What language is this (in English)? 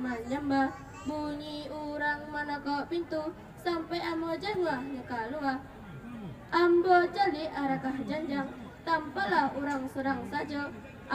Minangkabau